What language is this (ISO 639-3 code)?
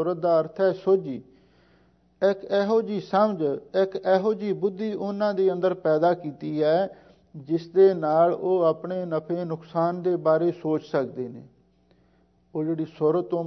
pan